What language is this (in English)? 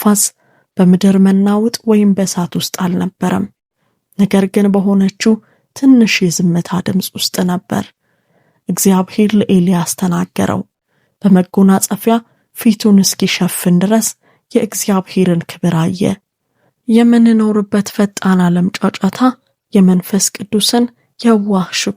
Amharic